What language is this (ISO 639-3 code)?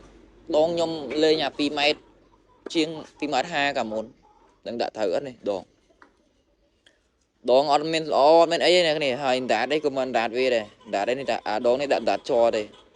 khm